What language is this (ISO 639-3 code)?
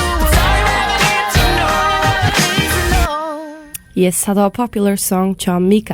fao